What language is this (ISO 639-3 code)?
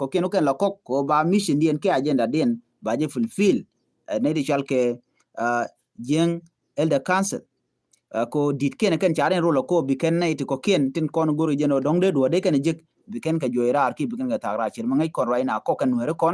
nus